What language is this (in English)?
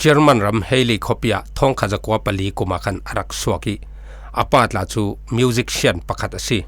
Falam Chin